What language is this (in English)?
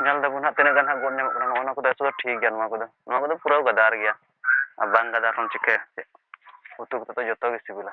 Santali